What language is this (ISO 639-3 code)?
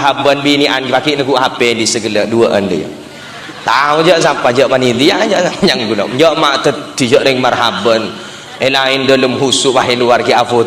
mad